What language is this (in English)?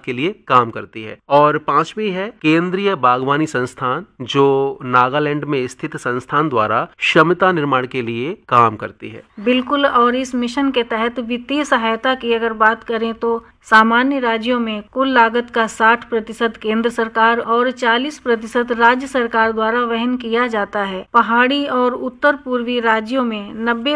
Hindi